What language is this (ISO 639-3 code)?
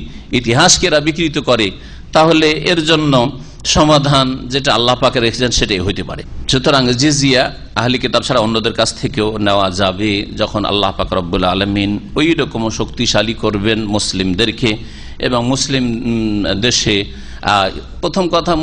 ben